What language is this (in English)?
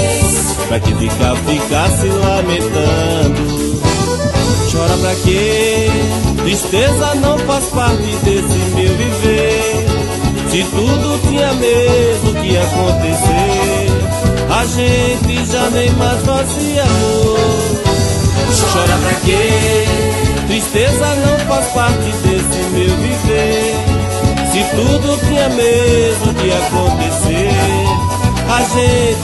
Portuguese